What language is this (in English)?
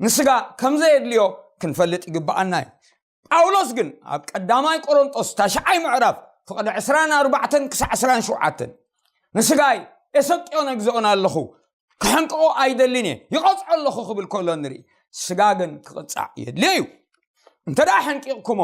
Tigrinya